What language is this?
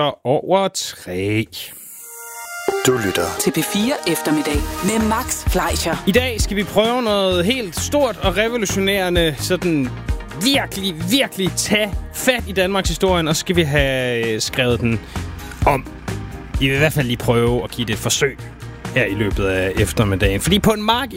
Danish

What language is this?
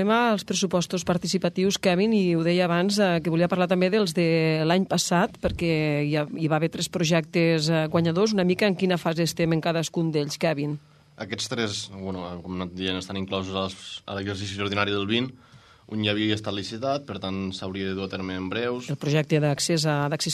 Catalan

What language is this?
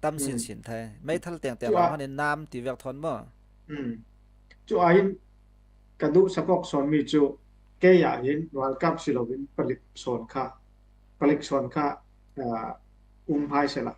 Falam Chin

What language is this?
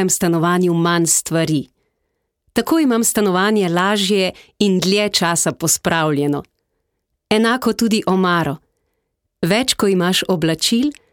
Slovenian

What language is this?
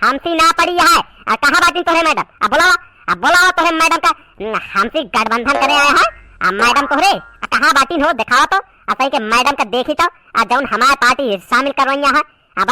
Awadhi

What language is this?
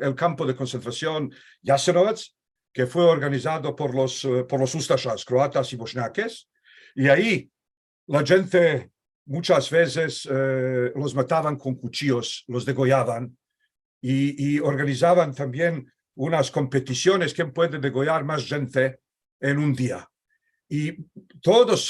Ladino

